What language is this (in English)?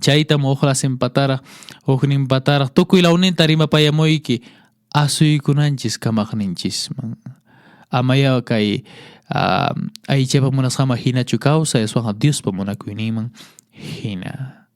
Quechua